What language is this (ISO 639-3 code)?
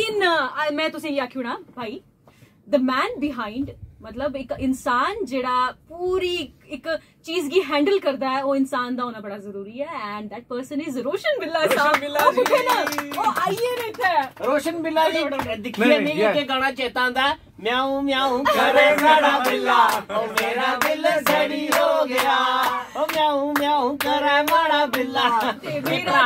doi